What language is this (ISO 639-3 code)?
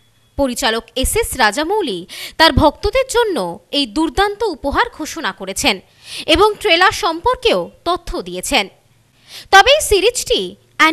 ben